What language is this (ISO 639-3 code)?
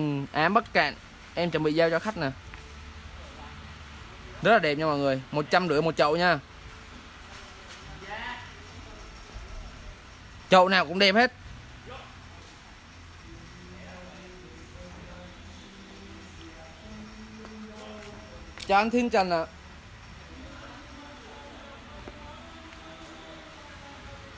vie